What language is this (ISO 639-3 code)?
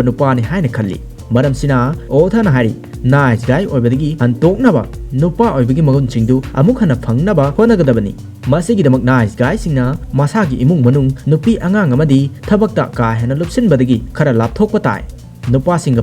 mni